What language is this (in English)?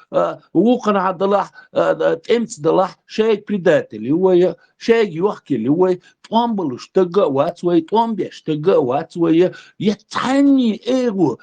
Chechen